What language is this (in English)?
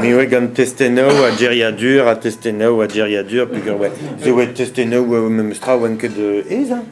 Breton